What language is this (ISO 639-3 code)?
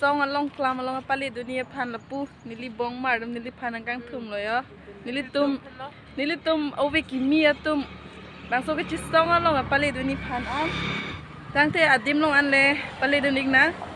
mjw